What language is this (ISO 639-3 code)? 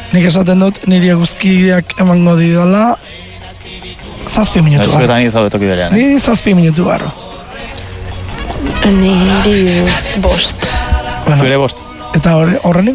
eus